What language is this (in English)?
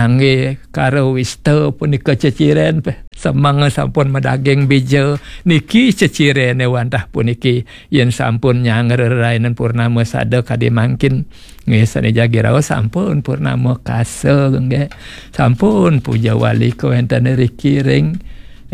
Balinese